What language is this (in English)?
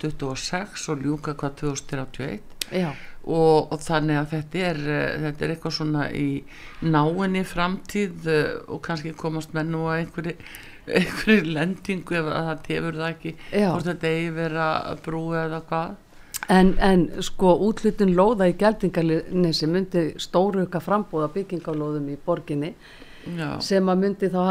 Icelandic